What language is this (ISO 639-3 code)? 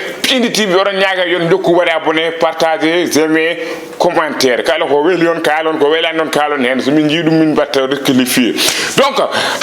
ful